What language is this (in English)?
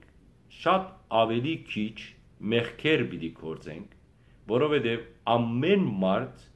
Western Armenian